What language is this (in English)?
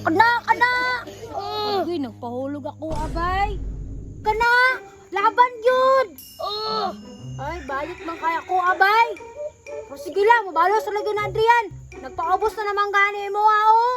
Cebuano